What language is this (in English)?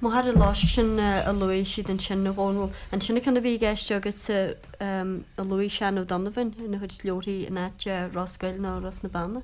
Irish